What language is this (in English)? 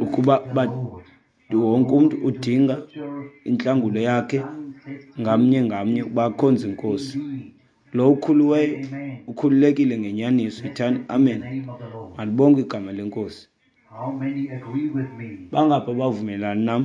Xhosa